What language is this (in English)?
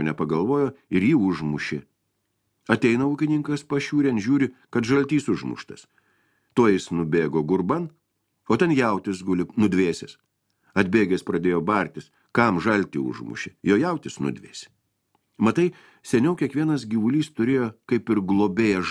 Lithuanian